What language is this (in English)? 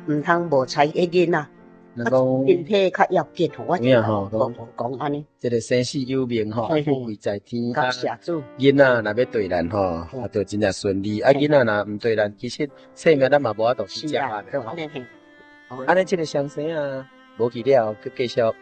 Min Nan Chinese